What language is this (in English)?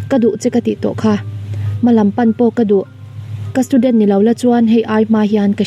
Mizo